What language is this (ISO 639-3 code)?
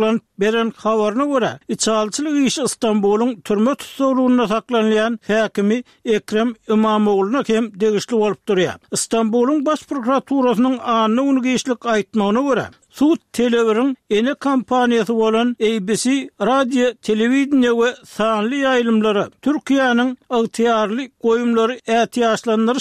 kir